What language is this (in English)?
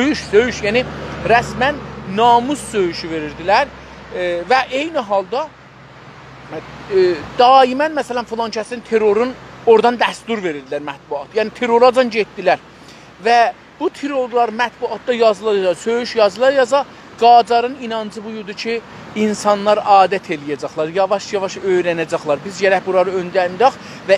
South Azerbaijani